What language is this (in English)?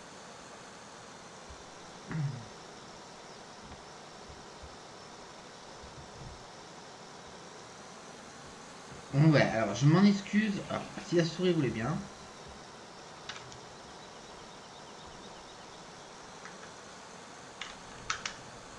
French